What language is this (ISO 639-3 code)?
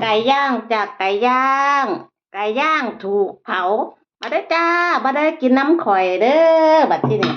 tts